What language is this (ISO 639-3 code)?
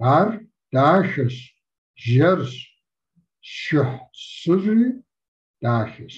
kbd